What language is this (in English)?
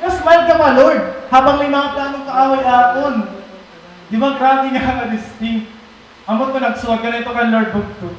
Waray